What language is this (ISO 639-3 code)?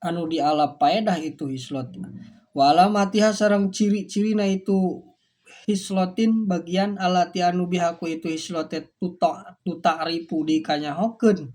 sun